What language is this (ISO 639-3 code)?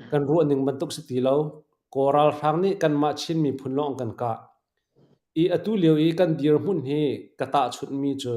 cnh